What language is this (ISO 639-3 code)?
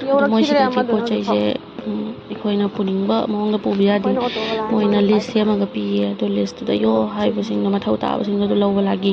mni